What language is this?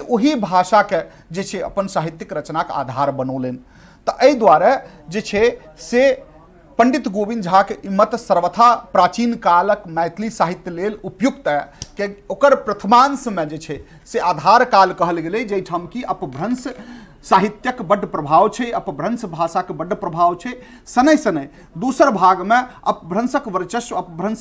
Maithili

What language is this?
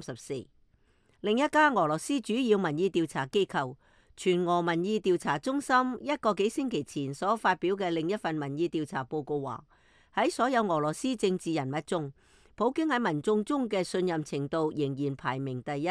Cantonese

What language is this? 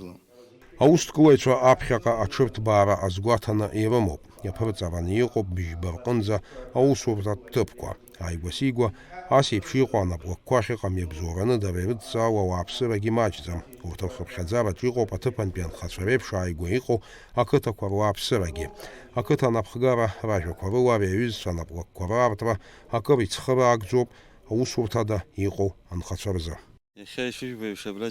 Abkhazian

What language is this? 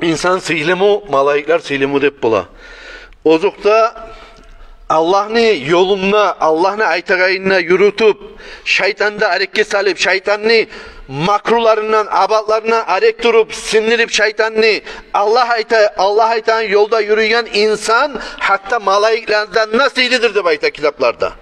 Kumyk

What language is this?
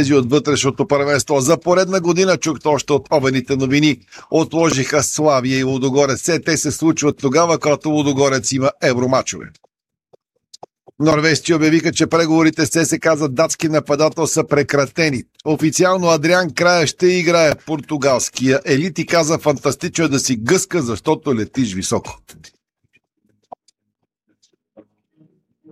Bulgarian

